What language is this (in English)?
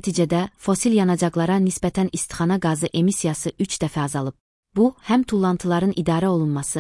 Azerbaijani